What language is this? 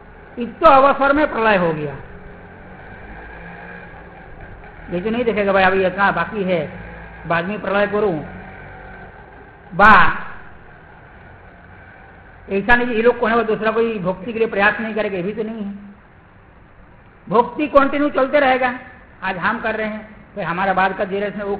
Hindi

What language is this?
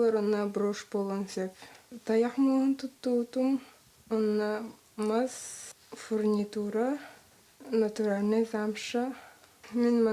Yakut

